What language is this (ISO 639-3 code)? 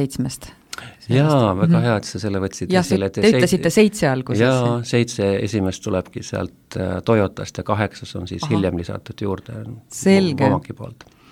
est